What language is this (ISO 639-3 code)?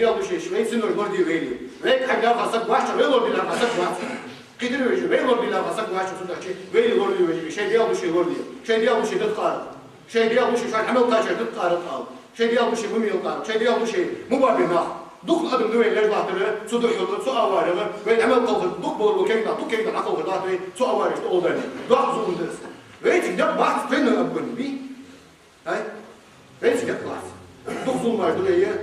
inh